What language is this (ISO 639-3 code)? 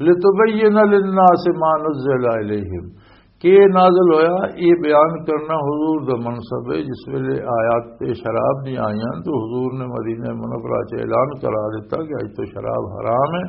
lah